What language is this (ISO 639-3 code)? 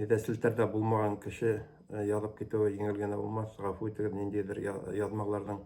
bak